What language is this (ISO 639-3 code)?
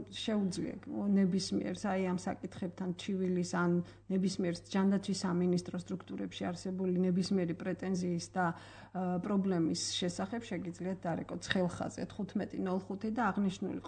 kat